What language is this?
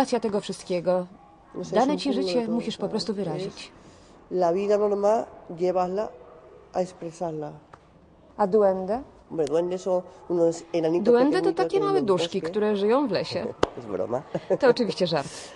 Polish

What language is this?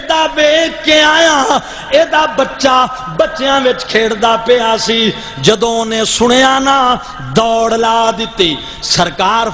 Saraiki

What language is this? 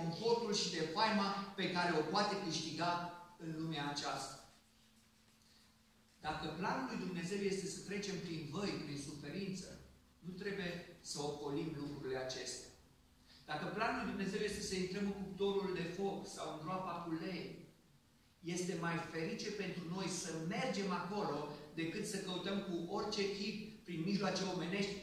Romanian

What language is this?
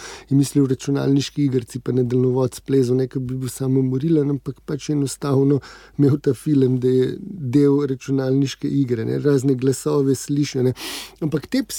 Slovenian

